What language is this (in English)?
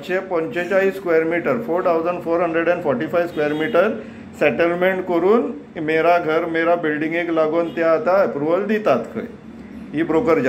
Konkani